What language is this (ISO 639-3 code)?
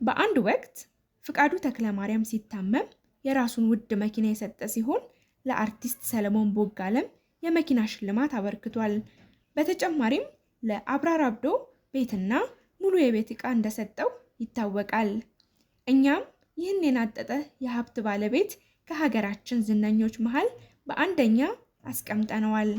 amh